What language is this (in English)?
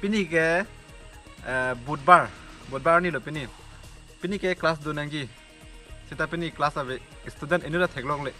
Karbi